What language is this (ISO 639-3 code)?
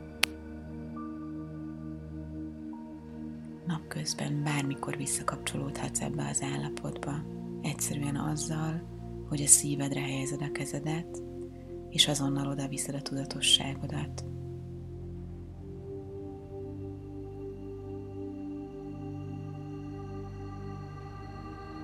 hun